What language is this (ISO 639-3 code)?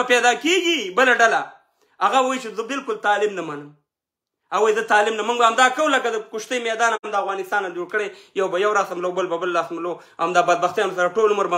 pus